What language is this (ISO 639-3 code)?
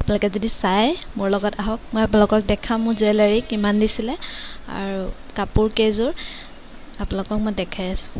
asm